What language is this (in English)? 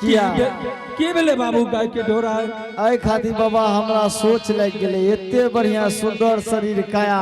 Angika